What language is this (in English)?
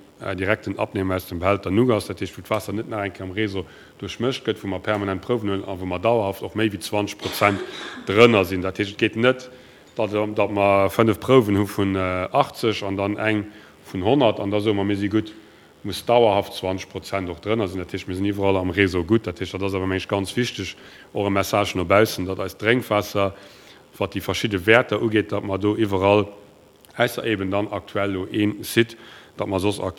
Luxembourgish